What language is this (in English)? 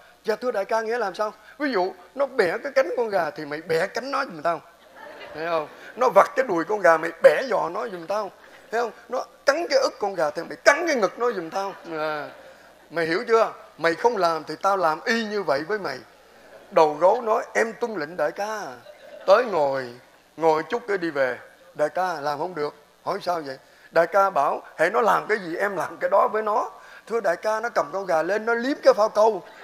Vietnamese